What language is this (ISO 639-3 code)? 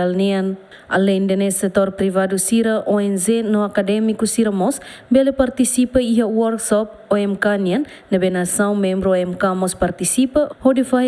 tet